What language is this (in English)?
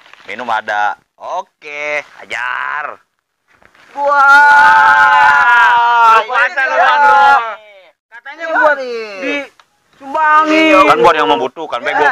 Betawi